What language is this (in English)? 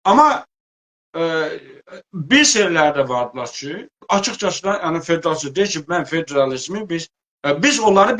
South Azerbaijani